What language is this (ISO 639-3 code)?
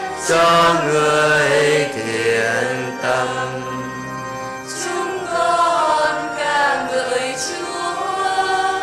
vie